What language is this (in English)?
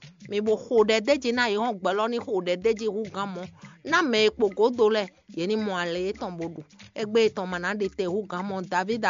Fon